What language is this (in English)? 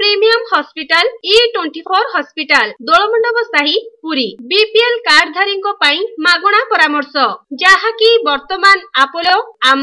Odia